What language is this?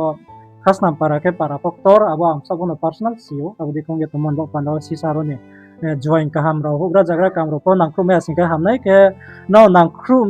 Riang (India)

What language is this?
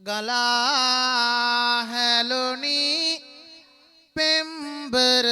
Sinhala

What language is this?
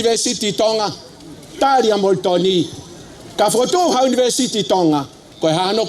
Tongan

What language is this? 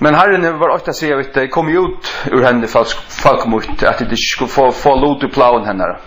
Faroese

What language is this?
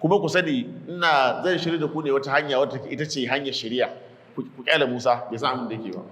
Hausa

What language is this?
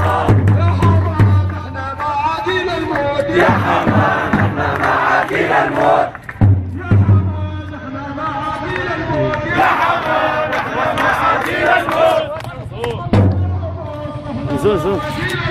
North Levantine Arabic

